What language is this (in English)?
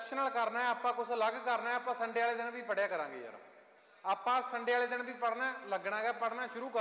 Punjabi